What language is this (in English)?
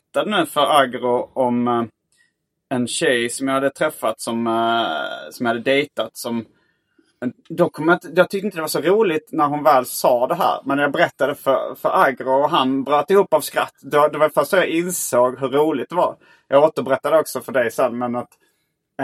Swedish